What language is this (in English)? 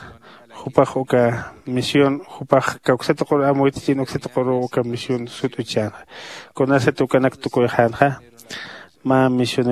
Aymara